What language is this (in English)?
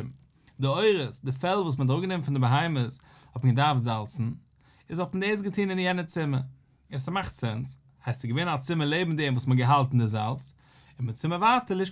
Yiddish